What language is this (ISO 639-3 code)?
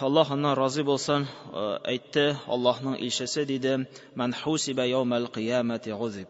tat